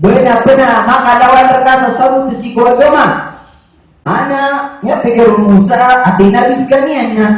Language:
Maranao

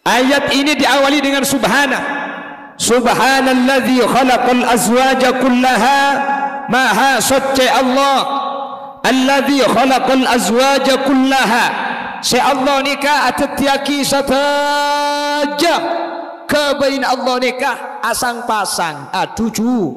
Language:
Madurese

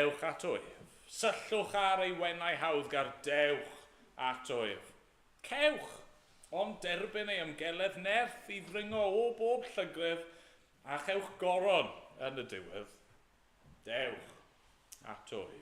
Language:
Welsh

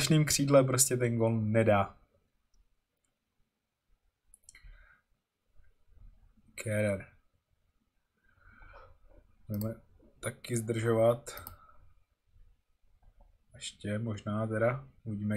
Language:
Czech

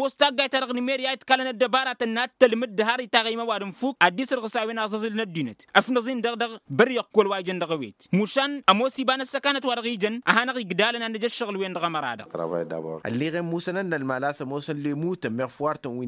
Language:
Tamasheq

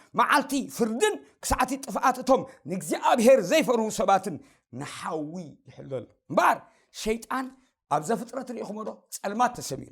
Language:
Tigrinya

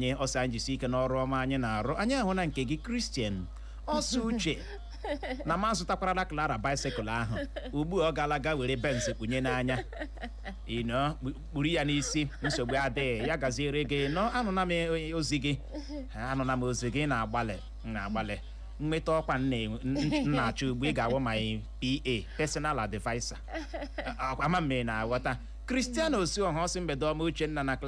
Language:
Igbo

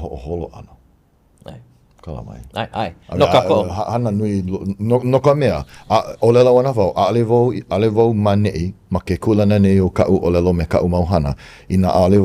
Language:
Hawaiian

